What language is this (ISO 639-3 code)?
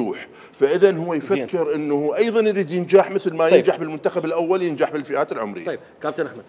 acm